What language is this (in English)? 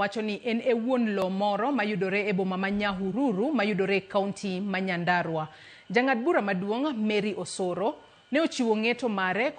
Luo (Kenya and Tanzania)